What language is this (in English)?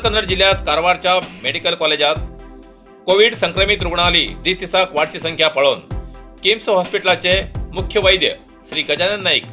Konkani